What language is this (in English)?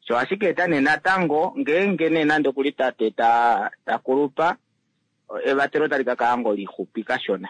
Kuanyama